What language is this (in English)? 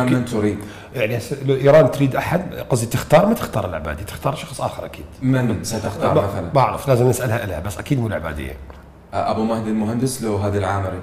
Mesopotamian Arabic